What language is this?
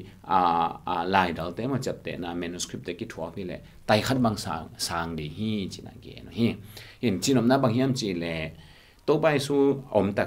Tedim Chin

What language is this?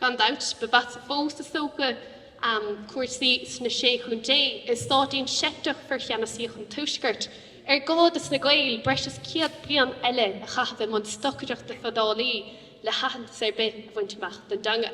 Irish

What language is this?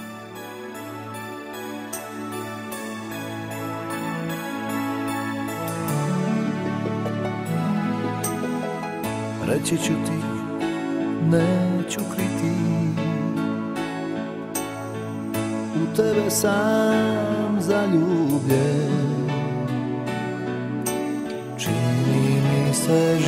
Croatian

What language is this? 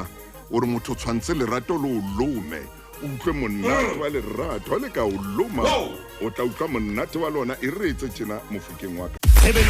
Southern Sotho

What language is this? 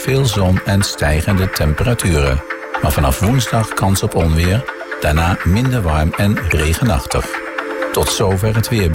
Dutch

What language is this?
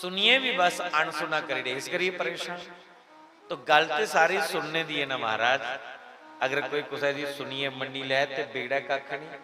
Dogri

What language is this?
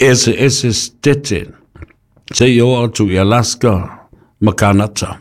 Samoan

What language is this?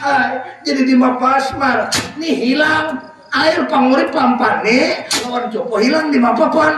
Banjar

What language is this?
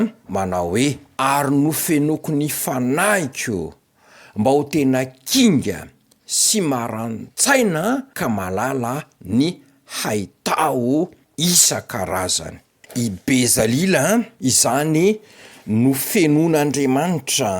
Malagasy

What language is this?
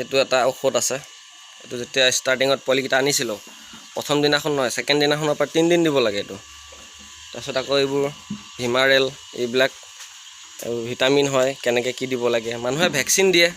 Assamese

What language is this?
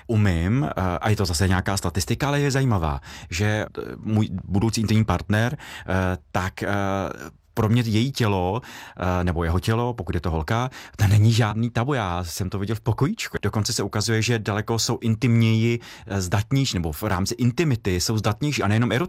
Czech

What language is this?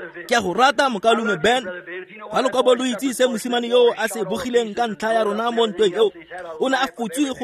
Tswana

